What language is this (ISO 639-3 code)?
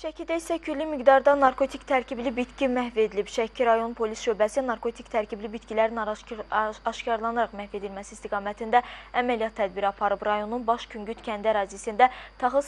aze